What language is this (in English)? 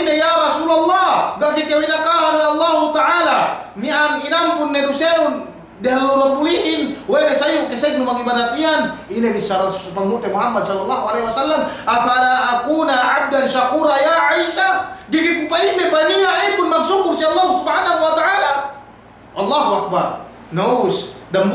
Yakan